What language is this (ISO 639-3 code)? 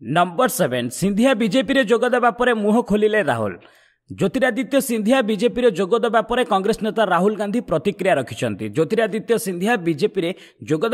ori